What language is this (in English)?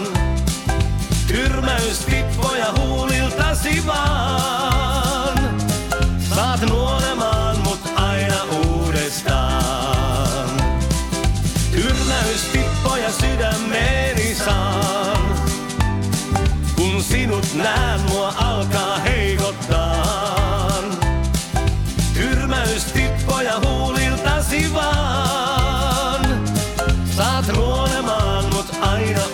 Finnish